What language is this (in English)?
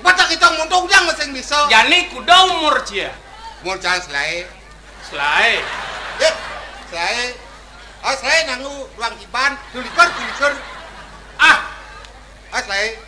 Balinese